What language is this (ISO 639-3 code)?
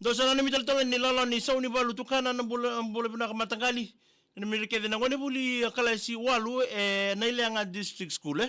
fij